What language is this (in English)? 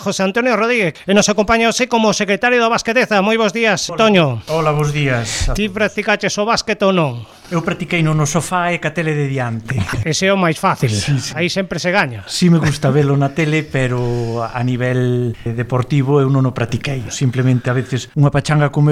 Galician